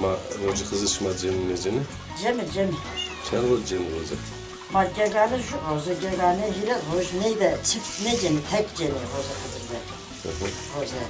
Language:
Zaza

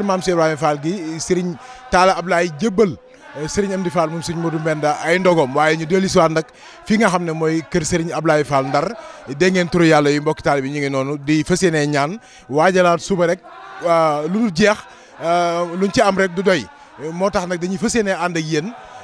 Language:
Wolof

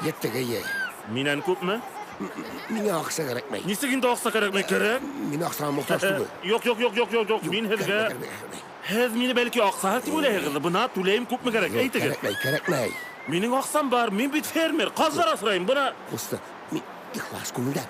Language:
Bashkir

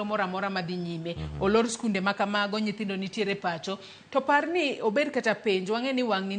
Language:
Luo (Kenya and Tanzania)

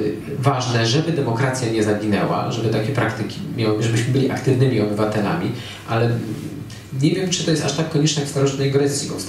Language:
Polish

